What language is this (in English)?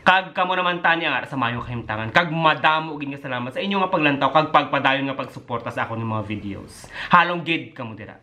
Hiligaynon